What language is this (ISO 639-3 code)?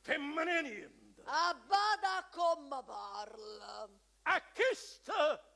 nap